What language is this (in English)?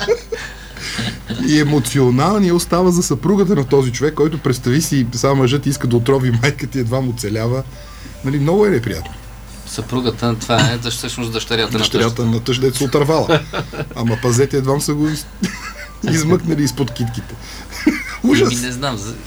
Bulgarian